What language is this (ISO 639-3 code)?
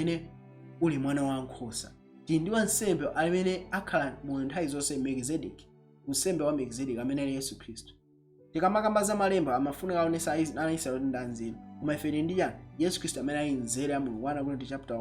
nya